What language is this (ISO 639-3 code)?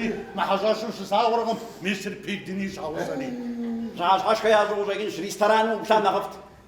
kbd